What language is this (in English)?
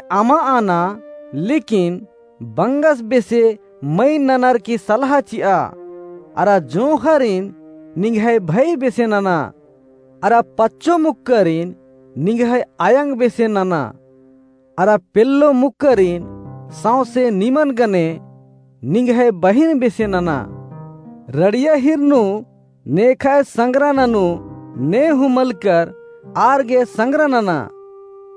Kurukh